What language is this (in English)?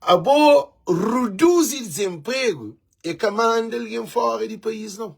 Kabuverdianu